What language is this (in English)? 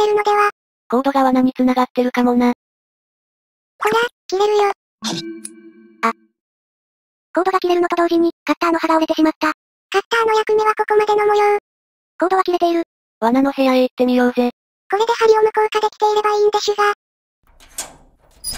Japanese